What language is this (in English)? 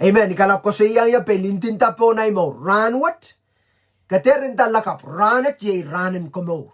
Pohnpeian